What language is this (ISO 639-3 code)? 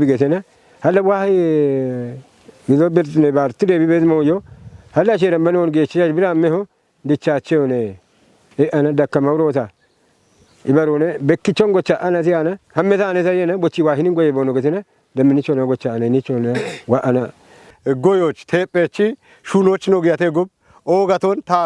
kbr